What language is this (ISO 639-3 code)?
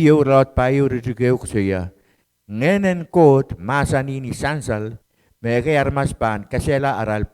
pon